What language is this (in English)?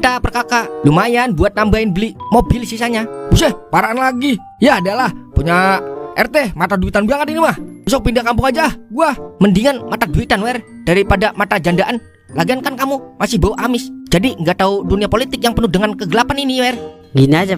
Betawi